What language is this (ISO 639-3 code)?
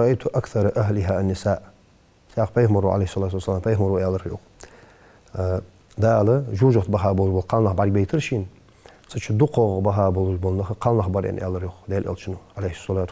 inh